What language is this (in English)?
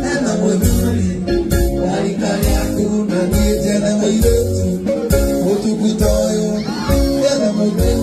Kikuyu